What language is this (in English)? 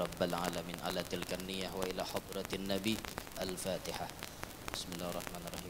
Banjar